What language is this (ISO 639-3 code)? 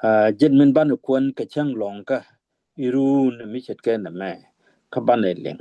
nus